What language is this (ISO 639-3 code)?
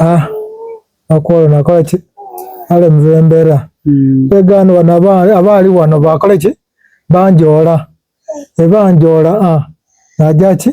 xog